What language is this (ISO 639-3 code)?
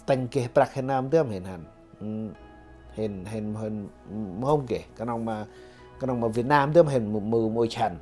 cmo